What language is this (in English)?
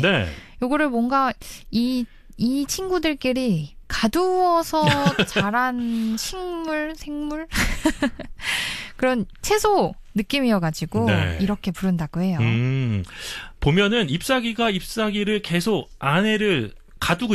Korean